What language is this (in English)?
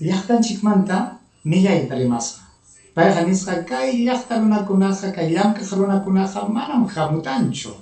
Ayacucho Quechua